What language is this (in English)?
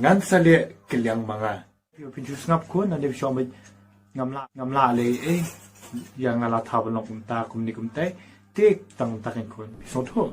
Khasi